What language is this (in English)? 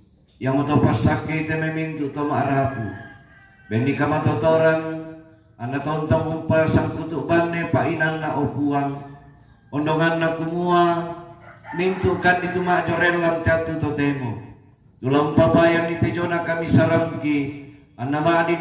Toraja-Sa'dan